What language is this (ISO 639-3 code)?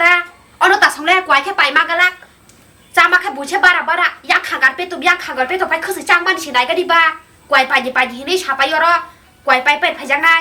trp